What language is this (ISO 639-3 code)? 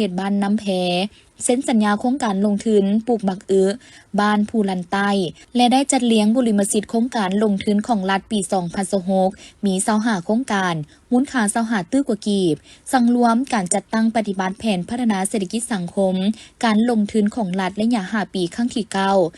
lao